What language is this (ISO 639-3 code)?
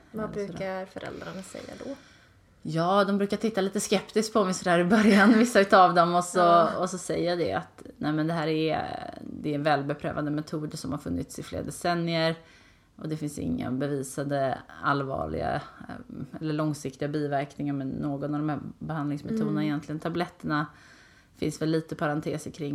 swe